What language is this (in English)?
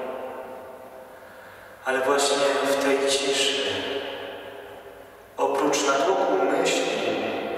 Polish